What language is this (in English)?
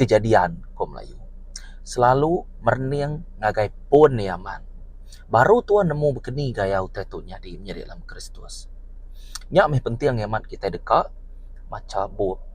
Iban